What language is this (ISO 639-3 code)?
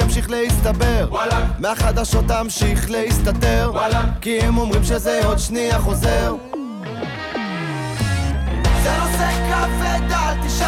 heb